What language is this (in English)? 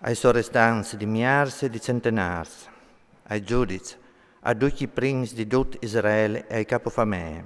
Friulian